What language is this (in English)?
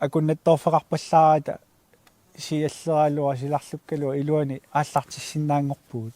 Kalaallisut